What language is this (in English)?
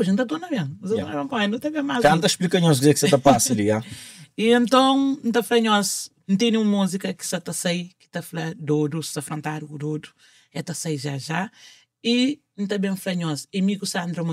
Kabuverdianu